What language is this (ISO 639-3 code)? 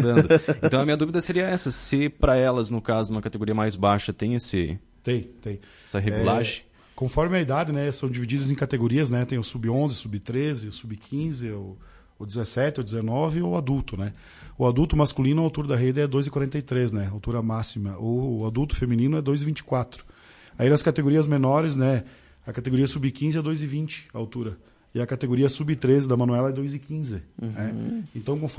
por